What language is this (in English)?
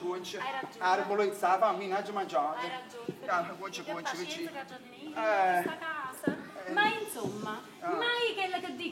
Neapolitan